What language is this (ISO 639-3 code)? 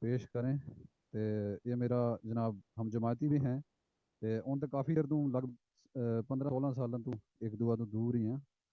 gju